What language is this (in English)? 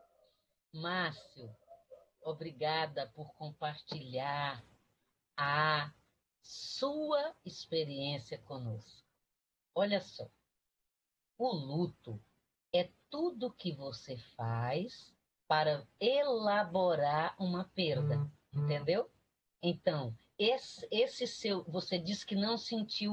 Portuguese